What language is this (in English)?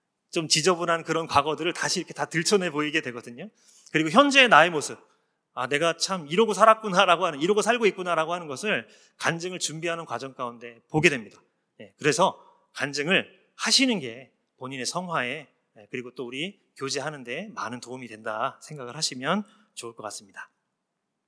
Korean